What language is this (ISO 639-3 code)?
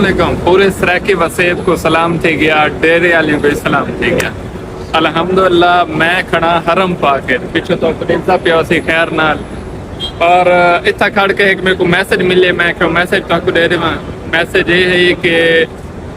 skr